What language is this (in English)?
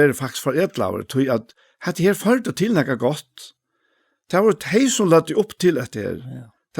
Faroese